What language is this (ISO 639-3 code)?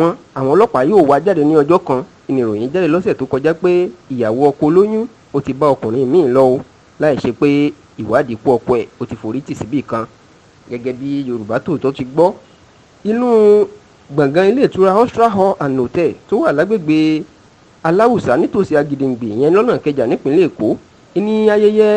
yor